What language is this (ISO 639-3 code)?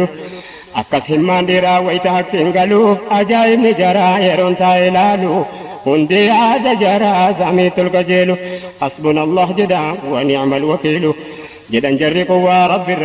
orm